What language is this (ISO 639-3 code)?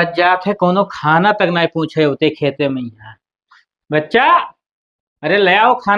awa